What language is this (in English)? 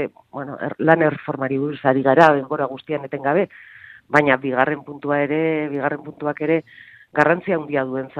Basque